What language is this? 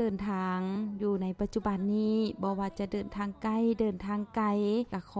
Lao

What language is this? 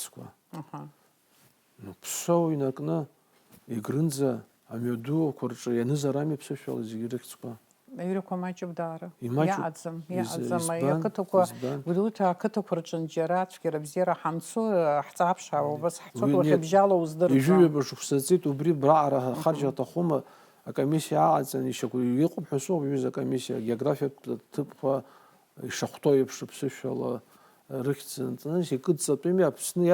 Abkhazian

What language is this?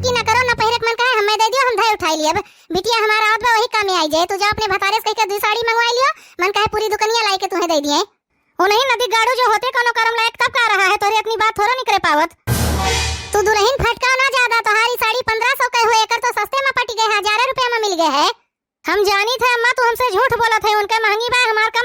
Awadhi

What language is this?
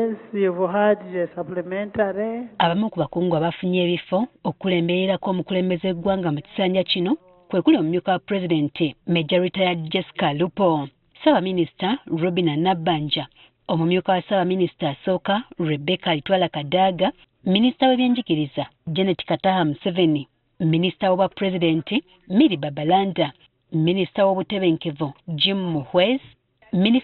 Ganda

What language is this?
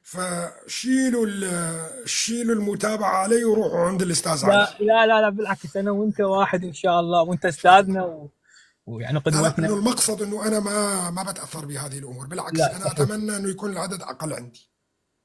North Levantine Arabic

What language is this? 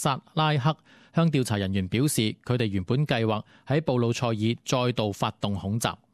Cantonese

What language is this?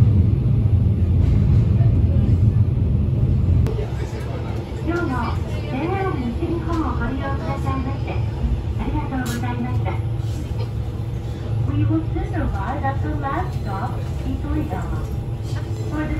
Japanese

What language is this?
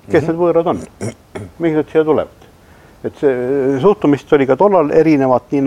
Estonian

